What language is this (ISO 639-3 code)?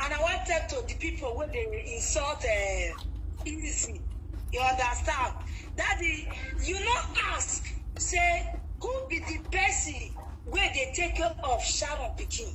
pcm